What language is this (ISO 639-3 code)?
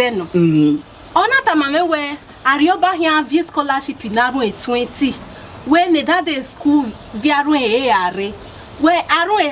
bin